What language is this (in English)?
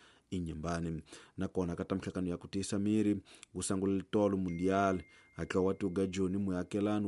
Tsonga